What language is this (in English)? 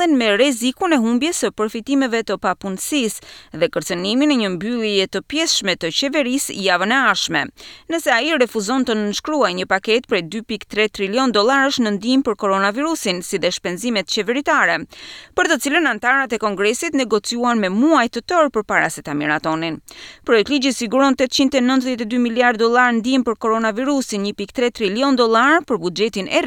Albanian